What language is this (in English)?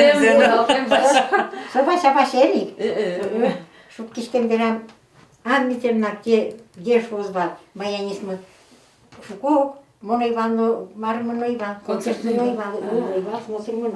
Udmurt